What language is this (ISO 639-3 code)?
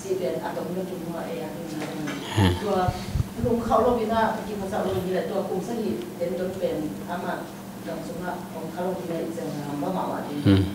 ctd